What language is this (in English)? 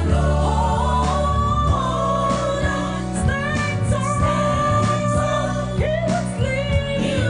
Ewe